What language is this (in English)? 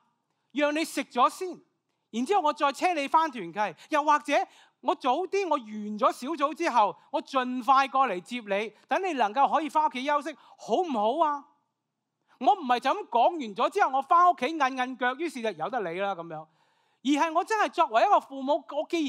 Cantonese